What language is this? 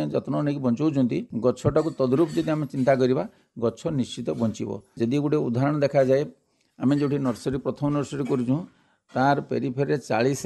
Odia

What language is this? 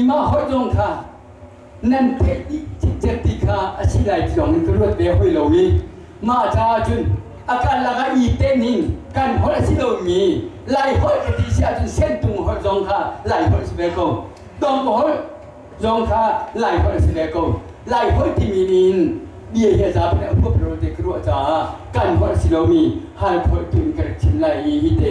Hakha Chin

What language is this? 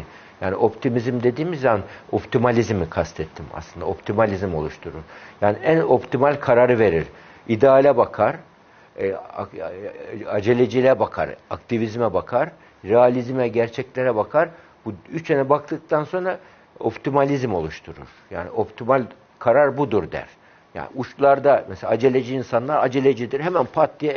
Turkish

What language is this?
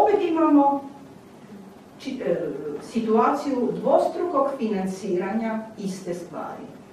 Croatian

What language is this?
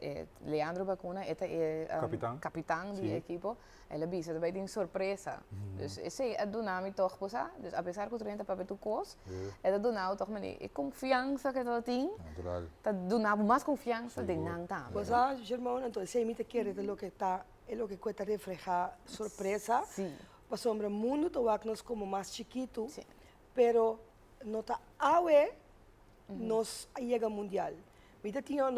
Papiamento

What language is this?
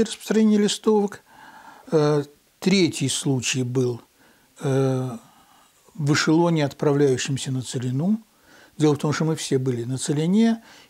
Russian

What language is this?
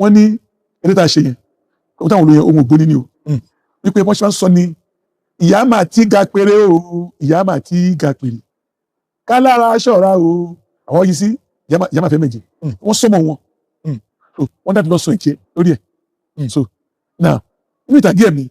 Yoruba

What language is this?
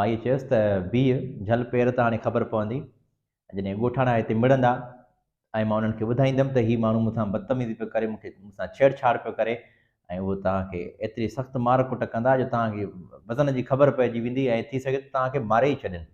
Sindhi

